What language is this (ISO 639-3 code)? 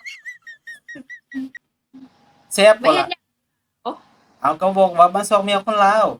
lao